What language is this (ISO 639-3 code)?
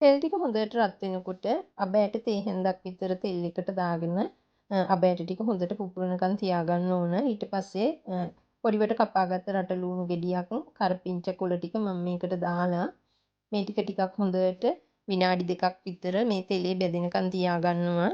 sin